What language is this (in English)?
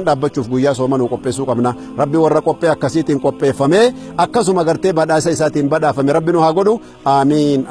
Oromo